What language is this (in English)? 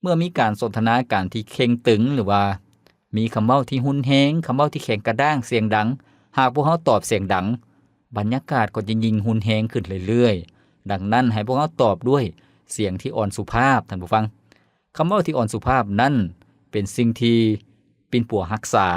Lao